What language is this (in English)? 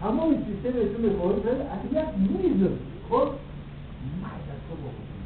Tajik